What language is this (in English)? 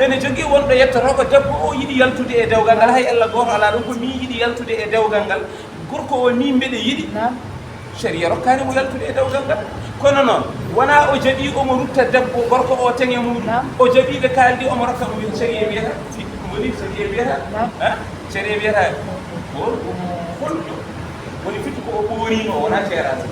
Fula